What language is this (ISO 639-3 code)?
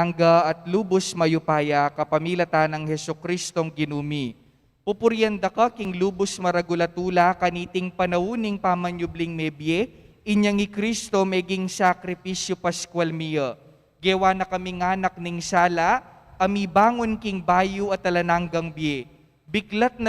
pam